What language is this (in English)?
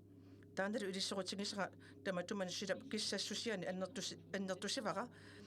Kalaallisut